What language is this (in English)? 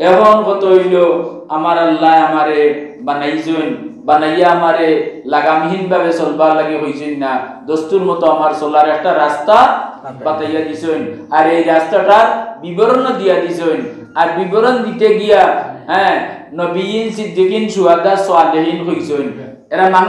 Sylheti